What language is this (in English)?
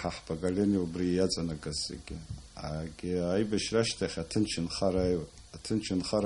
Abkhazian